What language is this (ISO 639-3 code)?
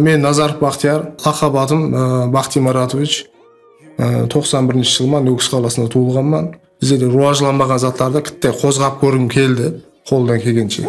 kaa